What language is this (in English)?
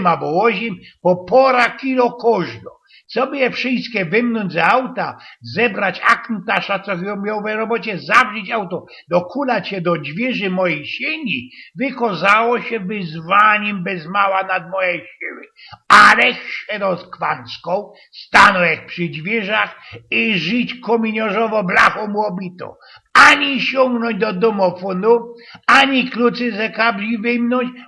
Silesian